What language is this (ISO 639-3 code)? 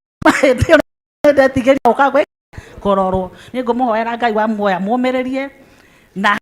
kik